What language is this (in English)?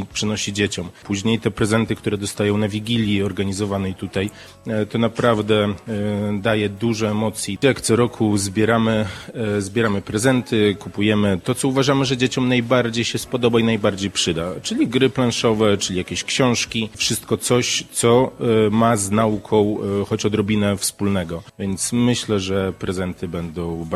Polish